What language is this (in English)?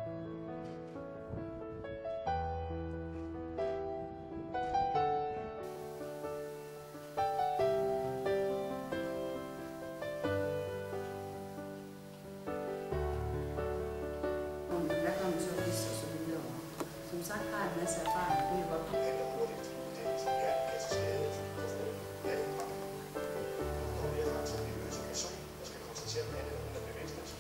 Danish